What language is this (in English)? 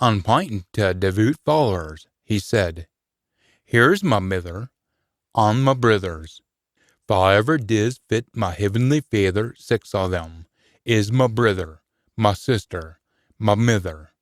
Scots